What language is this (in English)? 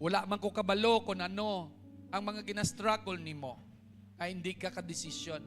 Hiligaynon